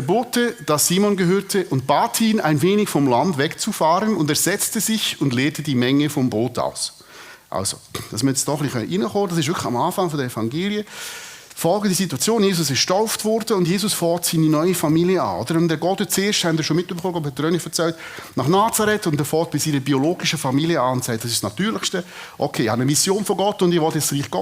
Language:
Swiss German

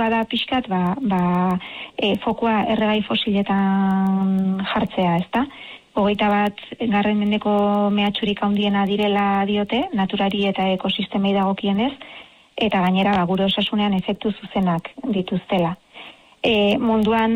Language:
Basque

